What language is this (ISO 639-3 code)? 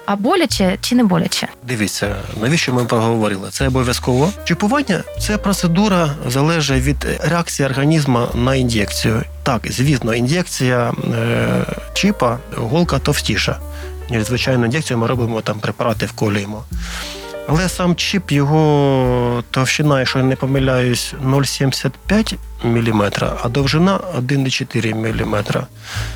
ukr